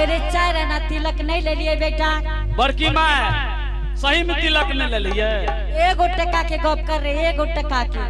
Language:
Angika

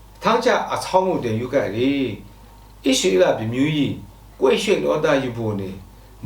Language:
Lashi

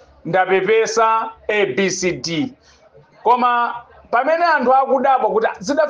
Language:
Nyanja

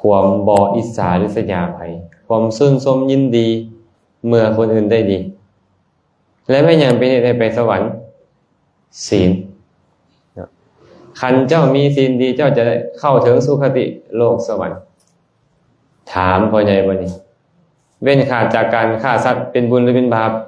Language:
Lao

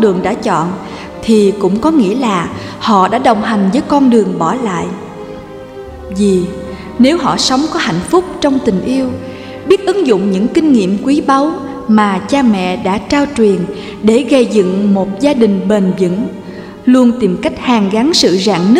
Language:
Vietnamese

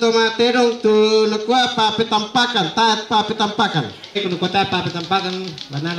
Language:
Toraja-Sa'dan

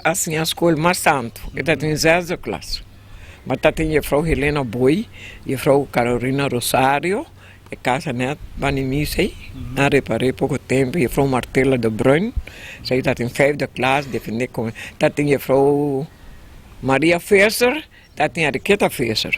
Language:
Papiamento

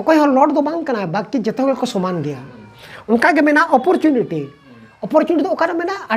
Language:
Santali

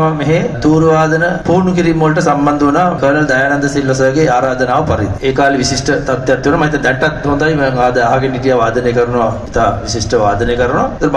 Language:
Sinhala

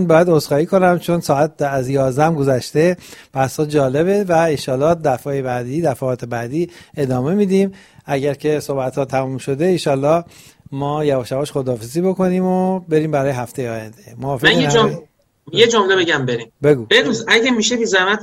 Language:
Persian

